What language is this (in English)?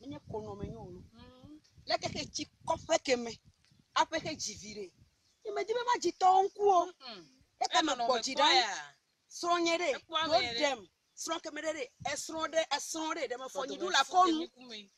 Ewe